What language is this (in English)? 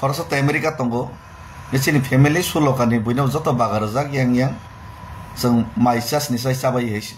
Kok Borok